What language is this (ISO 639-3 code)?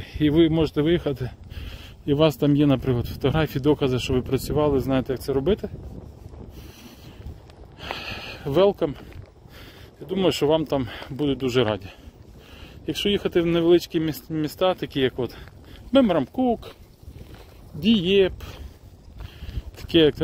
ukr